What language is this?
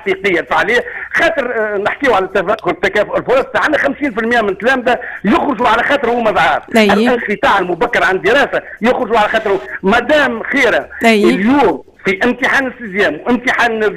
Tunisian Arabic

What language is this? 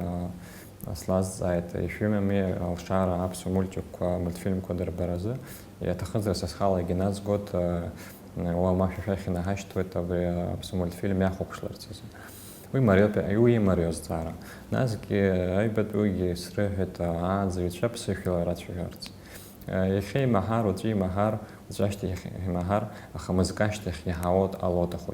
Abkhazian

